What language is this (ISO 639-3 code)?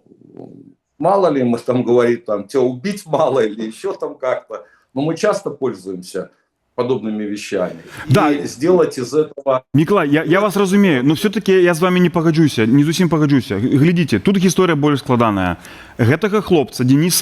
bel